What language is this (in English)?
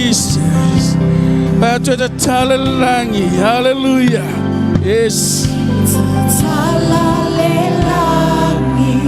Samoan